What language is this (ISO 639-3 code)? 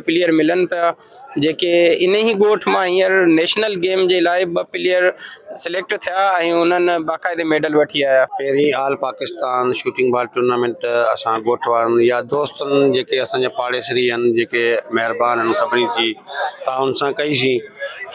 snd